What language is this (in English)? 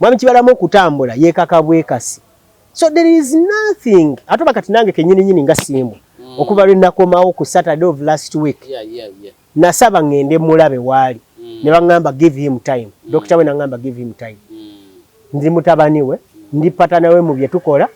Ganda